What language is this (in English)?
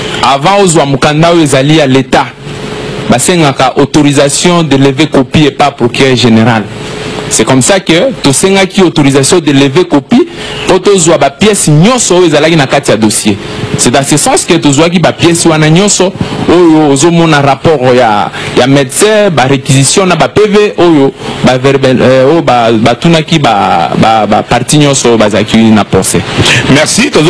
Lingala